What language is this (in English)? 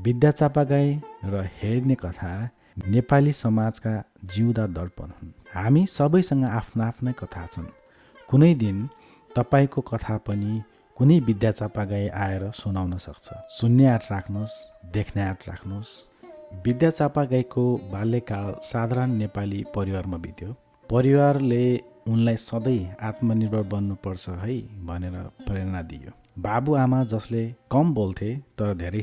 Nepali